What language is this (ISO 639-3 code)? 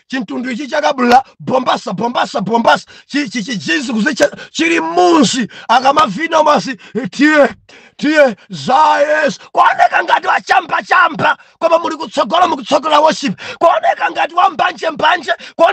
nya